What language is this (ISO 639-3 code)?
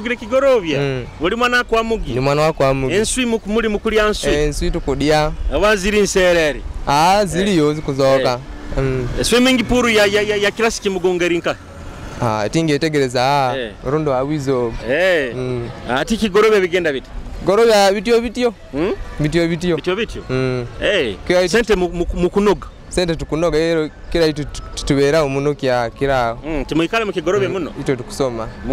nyo